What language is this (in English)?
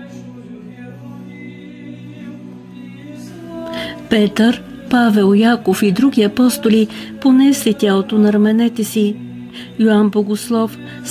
Bulgarian